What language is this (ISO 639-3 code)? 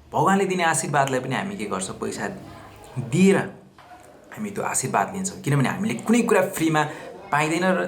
nep